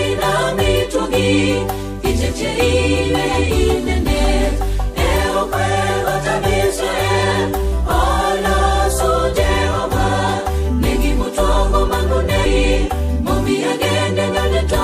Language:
Gusii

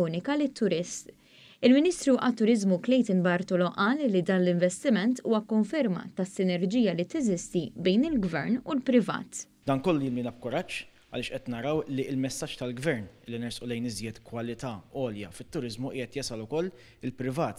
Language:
Maltese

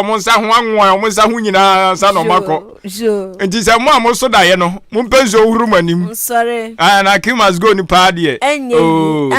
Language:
Akan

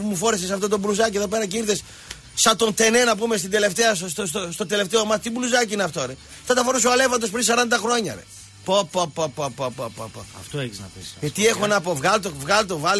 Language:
Greek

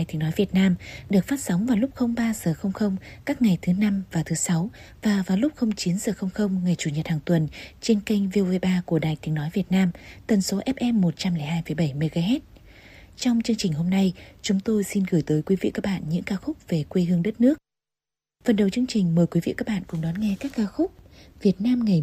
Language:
Vietnamese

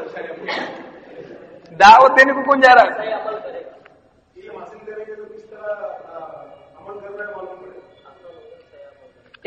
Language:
Urdu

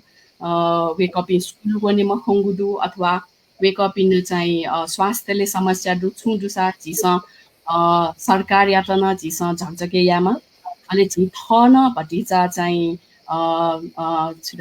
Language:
Newari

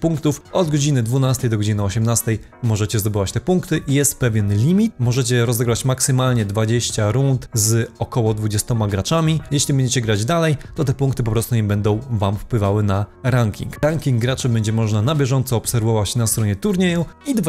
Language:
Polish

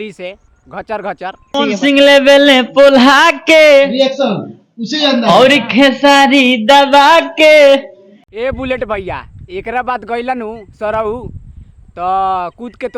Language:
Bhojpuri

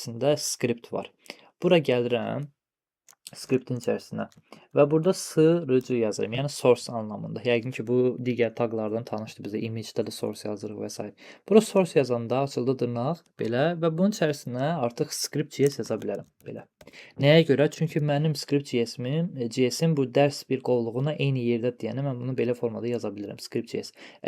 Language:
Azerbaijani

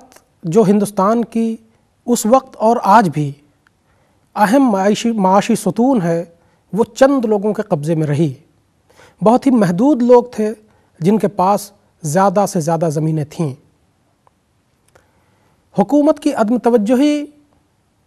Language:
Urdu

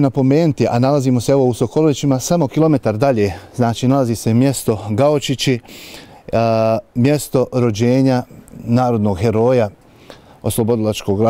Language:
Bosnian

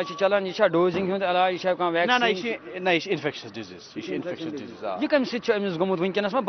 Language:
Kashmiri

